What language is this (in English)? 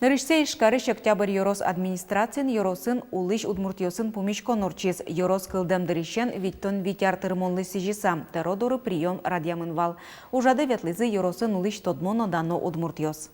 Udmurt